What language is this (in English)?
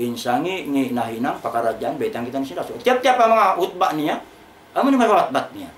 Tausug